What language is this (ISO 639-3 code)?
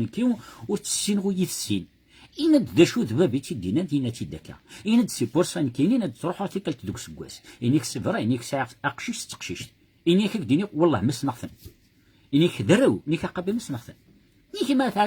kab